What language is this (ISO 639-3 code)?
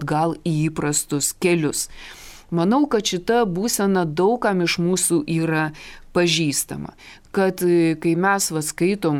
lit